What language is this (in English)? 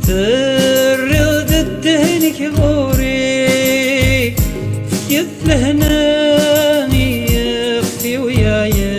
Kabyle